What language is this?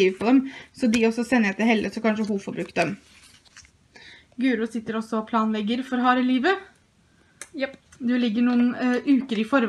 Norwegian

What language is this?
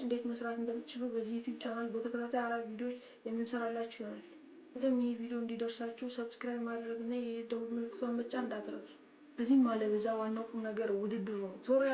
Amharic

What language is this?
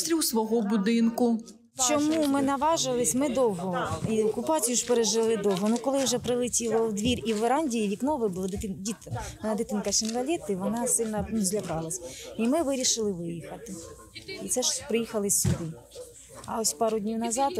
Ukrainian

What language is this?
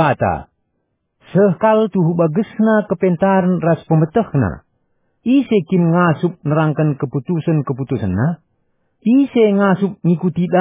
Batak Karo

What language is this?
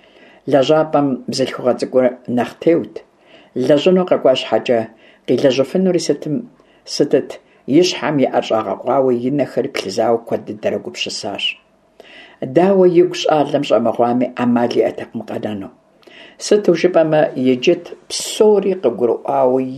Kabardian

